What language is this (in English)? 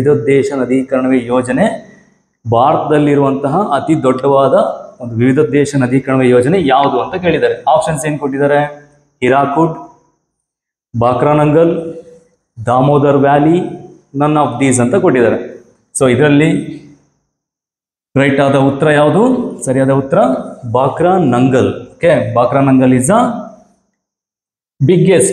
Kannada